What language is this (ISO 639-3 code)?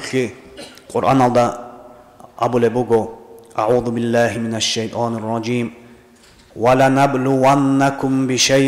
ava